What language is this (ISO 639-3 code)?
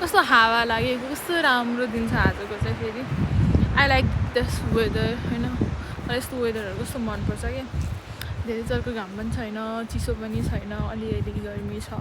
nep